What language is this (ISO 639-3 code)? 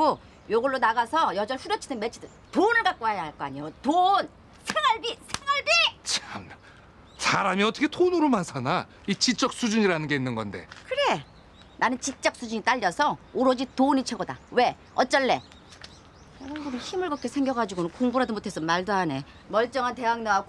kor